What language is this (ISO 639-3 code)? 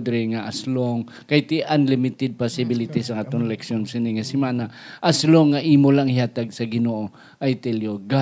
hil